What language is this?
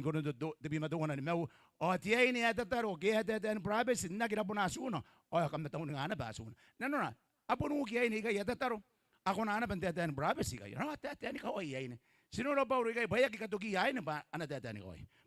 Gilbertese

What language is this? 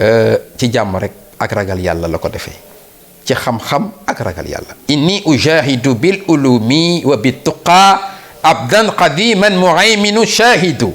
Wolof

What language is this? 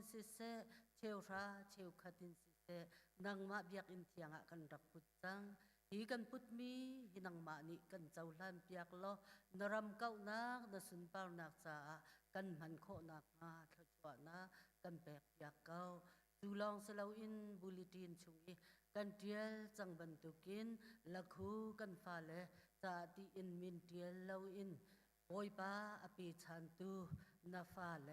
Hakha Chin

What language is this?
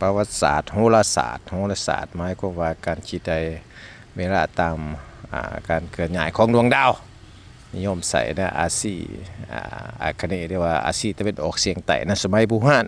Lao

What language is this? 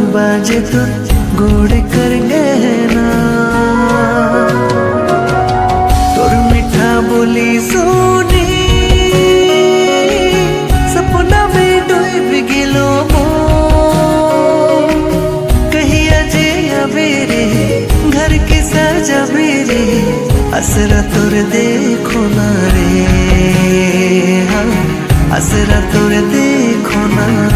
Sadri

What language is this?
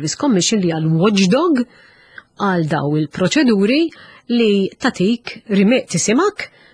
Maltese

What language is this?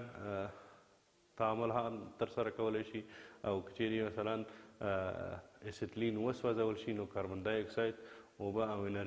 Pashto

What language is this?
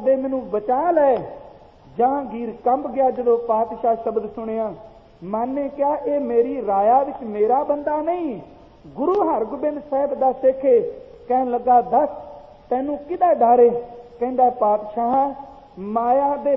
Punjabi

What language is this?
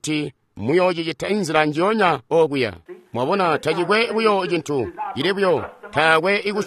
Tonga (Zambia)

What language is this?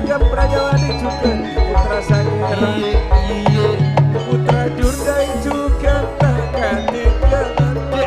Madurese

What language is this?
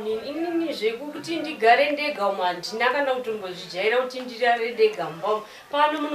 Shona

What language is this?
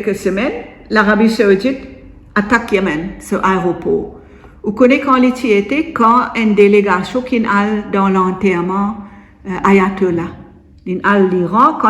Morisyen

